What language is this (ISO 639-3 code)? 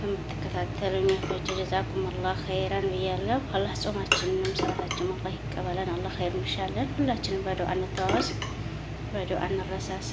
amh